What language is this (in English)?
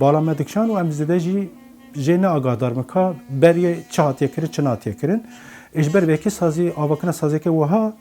Kurdish